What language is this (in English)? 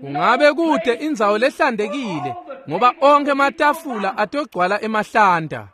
Swati